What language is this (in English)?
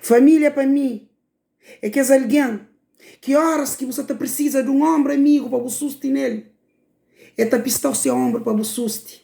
Kabuverdianu